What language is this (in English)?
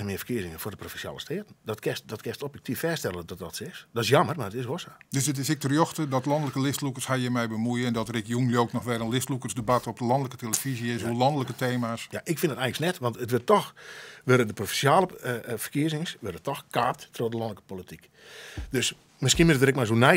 Western Frisian